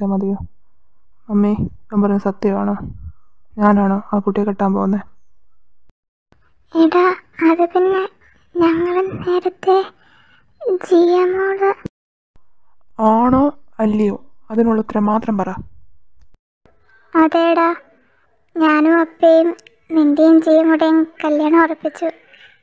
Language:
Malayalam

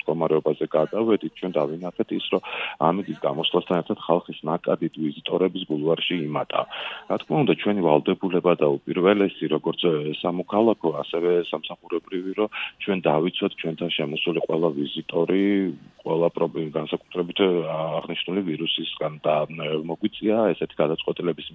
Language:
Georgian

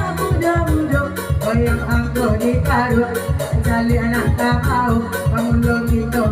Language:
Minangkabau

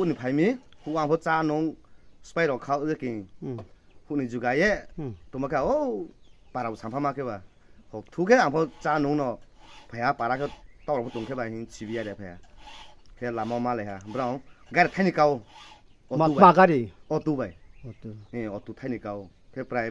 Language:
Riang (India)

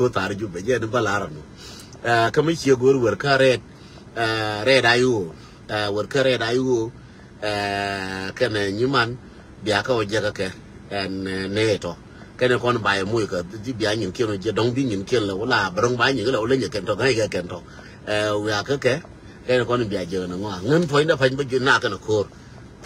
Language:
Nuer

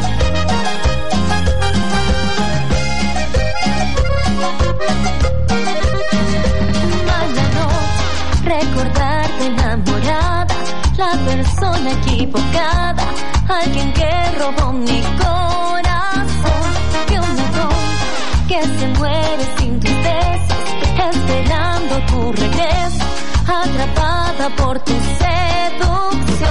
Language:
Spanish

